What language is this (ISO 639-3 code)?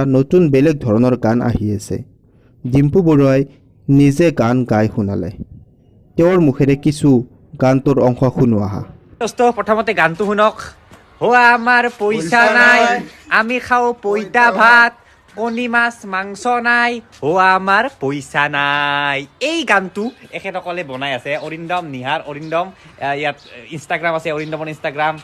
asm